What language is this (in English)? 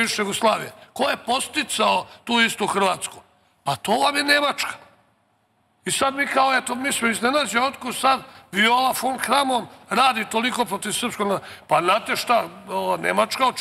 Serbian